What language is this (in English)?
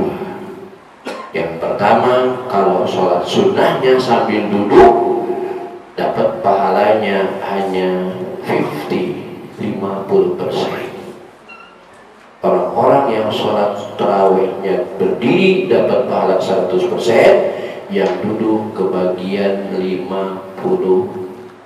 Indonesian